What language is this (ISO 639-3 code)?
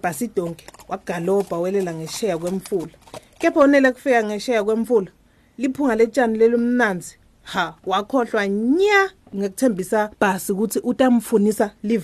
ssw